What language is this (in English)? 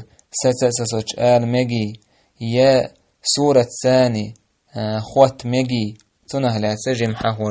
Chechen